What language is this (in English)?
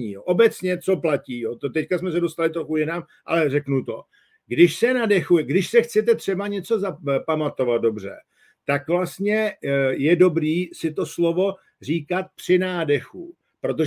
Czech